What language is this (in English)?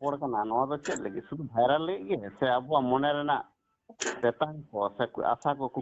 Santali